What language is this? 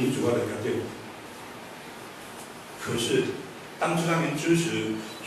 Chinese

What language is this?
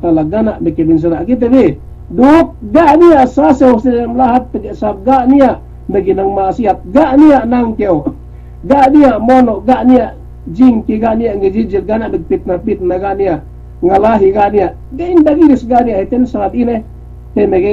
Yakan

